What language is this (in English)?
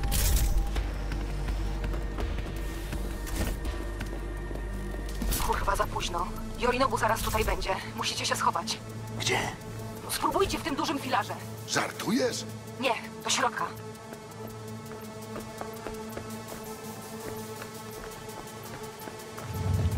Polish